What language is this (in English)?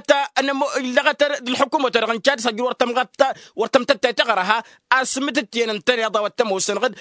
Tamasheq